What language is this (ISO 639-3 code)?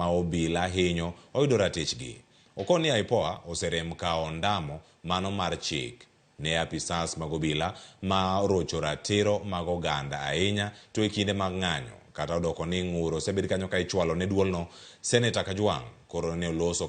luo